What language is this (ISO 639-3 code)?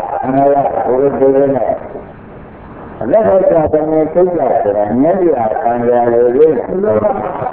mya